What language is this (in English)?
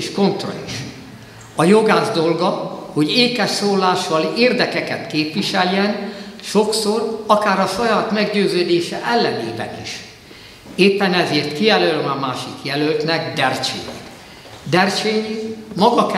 Hungarian